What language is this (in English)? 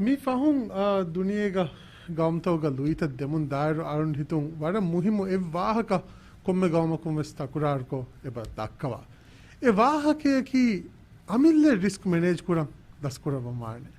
Divehi